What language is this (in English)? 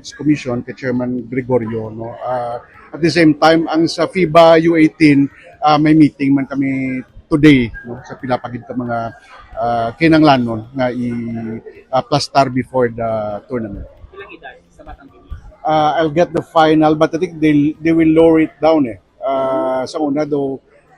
Hiligaynon